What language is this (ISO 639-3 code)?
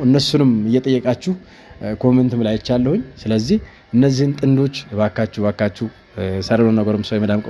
amh